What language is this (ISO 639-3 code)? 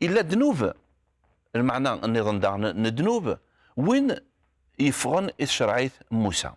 kab